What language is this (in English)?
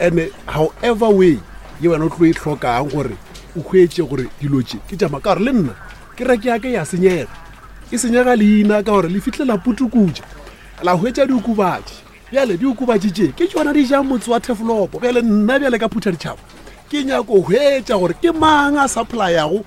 Northern Sotho